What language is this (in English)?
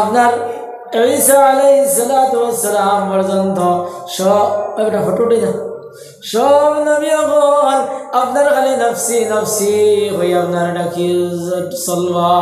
Sylheti